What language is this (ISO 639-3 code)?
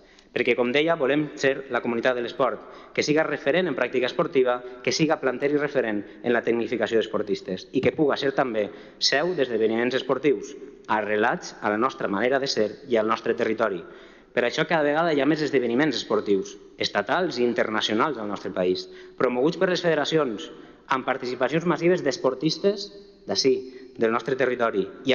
cat